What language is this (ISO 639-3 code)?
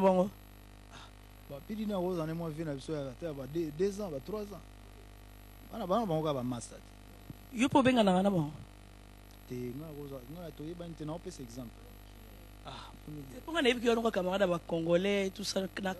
lin